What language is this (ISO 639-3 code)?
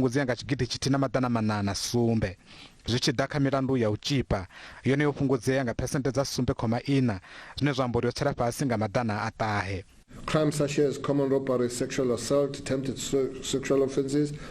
ven